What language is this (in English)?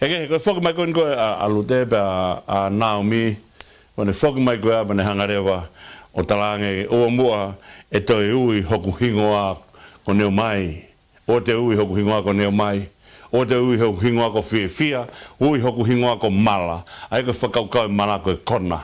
Tongan